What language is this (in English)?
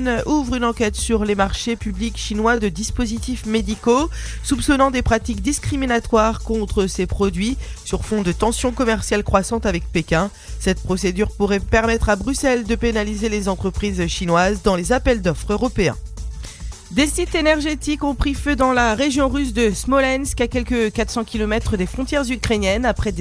French